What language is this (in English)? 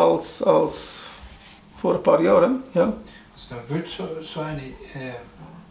Swiss German